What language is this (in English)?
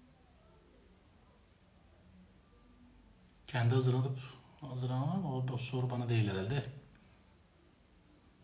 Turkish